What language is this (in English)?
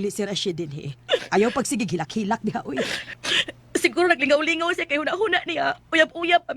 Cebuano